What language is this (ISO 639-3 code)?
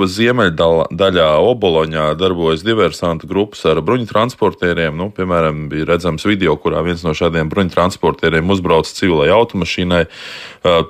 lav